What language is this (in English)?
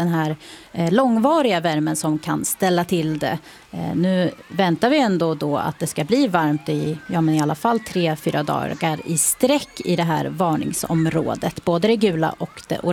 Swedish